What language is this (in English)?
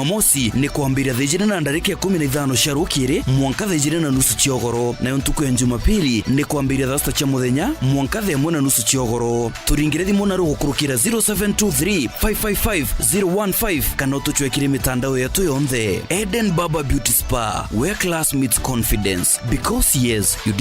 Meru